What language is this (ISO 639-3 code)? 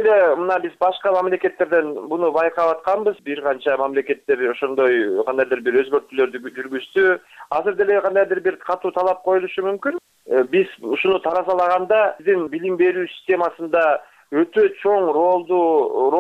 kir